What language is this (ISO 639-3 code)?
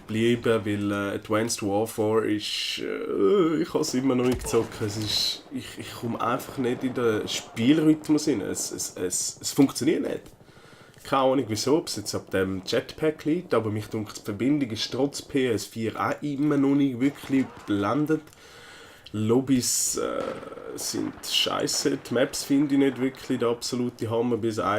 gsw